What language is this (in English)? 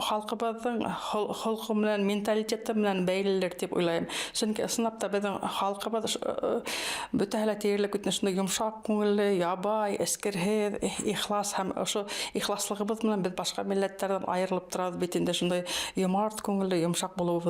Bashkir